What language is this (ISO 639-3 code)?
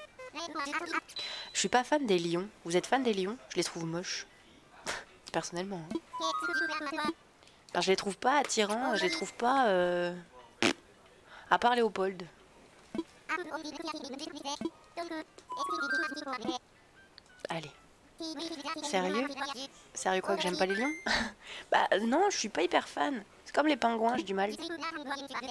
fra